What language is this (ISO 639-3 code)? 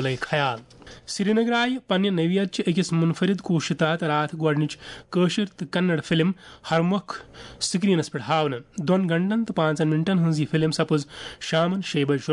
kas